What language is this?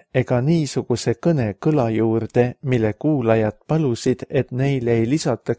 Estonian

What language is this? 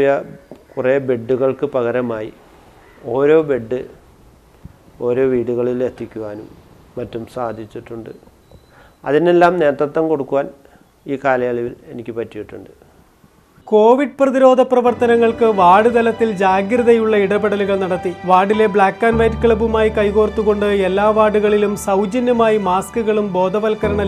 Malayalam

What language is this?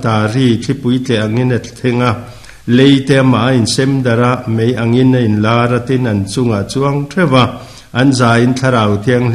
Mizo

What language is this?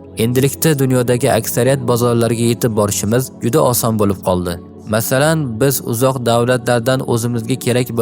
Uzbek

